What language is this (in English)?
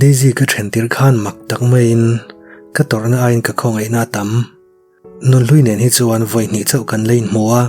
Mizo